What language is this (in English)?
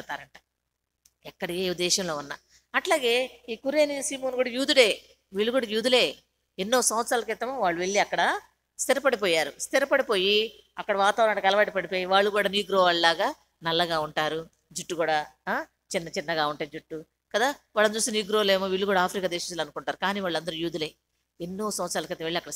Telugu